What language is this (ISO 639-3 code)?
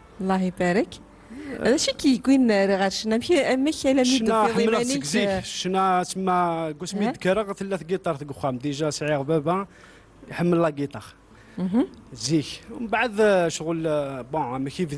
kab